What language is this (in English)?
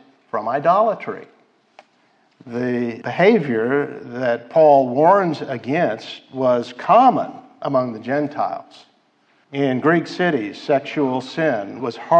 English